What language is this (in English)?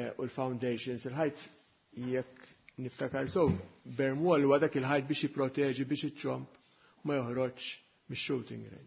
Maltese